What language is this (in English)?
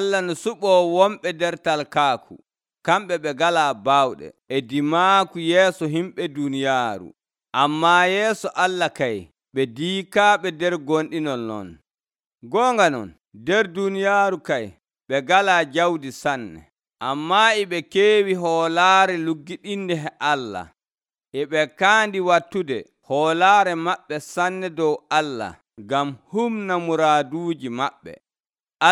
Nigerian Fulfulde